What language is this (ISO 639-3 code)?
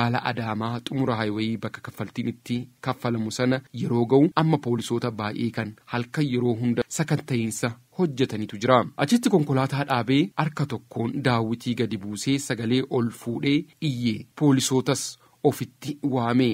orm